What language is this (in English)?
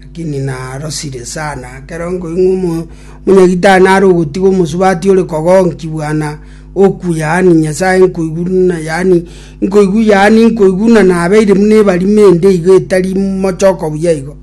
Gusii